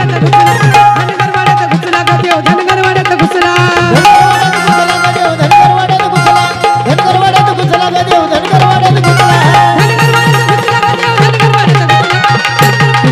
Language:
Marathi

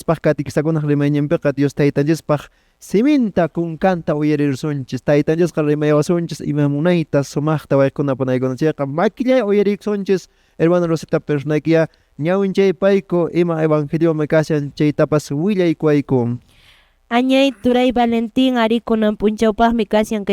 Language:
Quechua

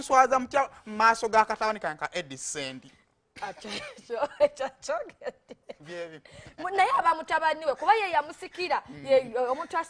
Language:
Ganda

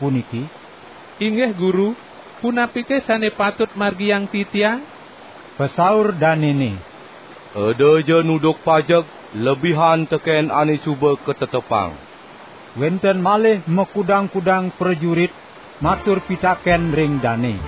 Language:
Balinese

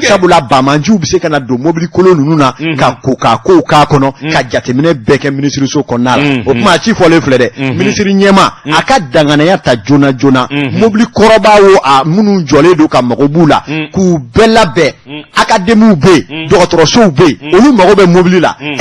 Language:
Bambara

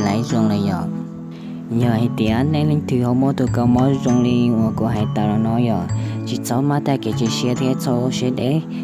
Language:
Hmong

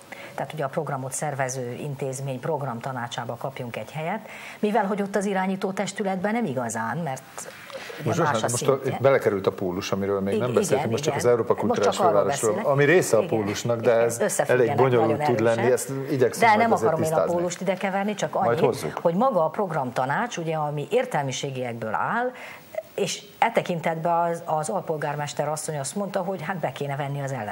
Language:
Hungarian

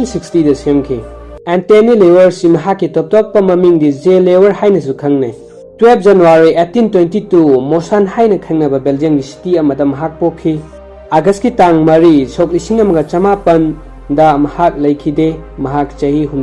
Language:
Manipuri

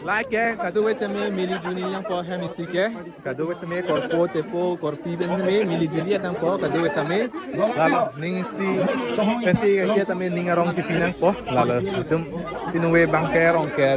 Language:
Karbi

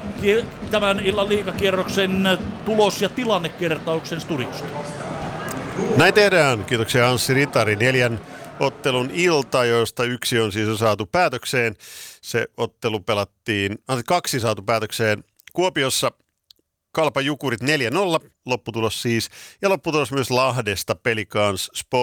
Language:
Finnish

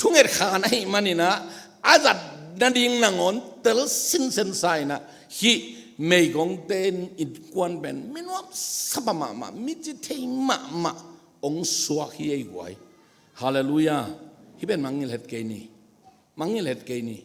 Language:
Tedim Chin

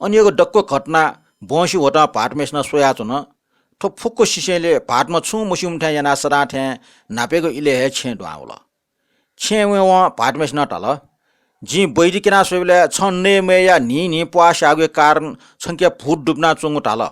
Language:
Newari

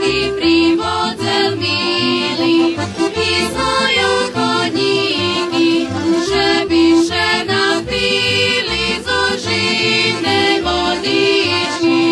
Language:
Rusyn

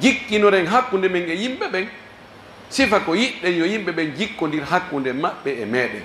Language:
Pular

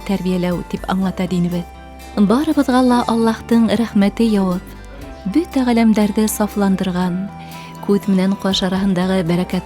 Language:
Bashkir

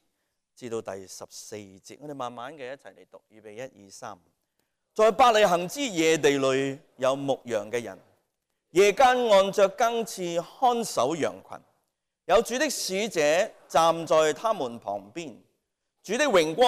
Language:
Cantonese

